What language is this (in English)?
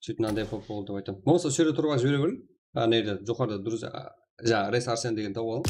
Kara-Kalpak